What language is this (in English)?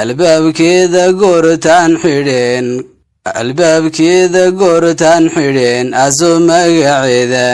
Somali